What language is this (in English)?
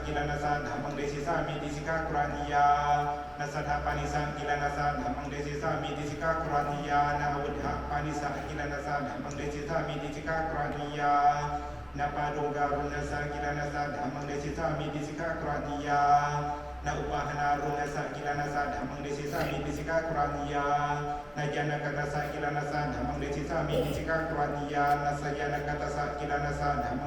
Pali